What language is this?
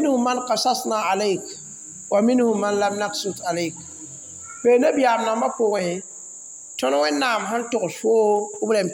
Mossi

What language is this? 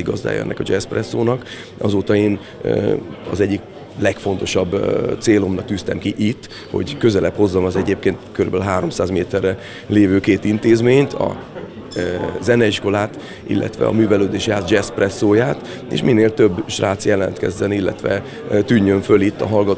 Hungarian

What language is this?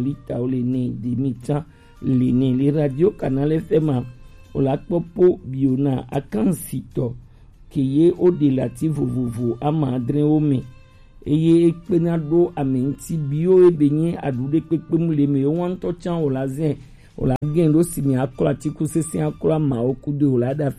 Gen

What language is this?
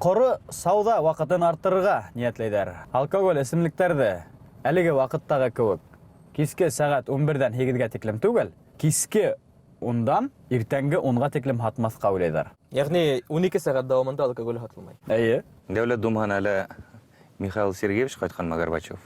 Bashkir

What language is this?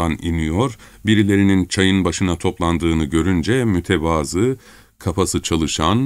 Turkish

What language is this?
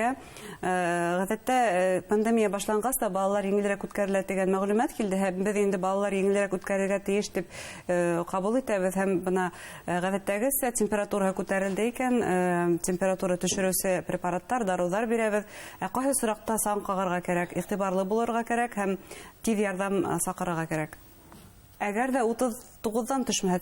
Bashkir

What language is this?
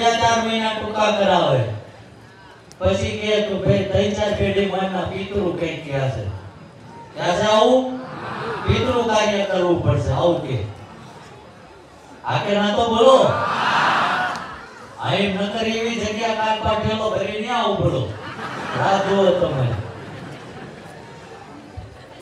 Gujarati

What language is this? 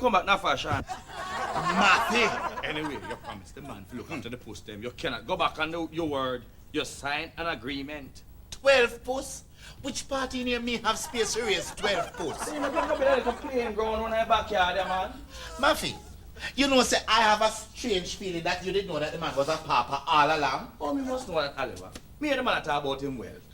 Jamaican Creole English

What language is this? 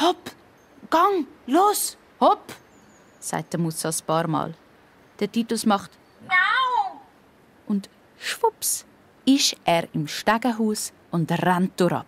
Swiss German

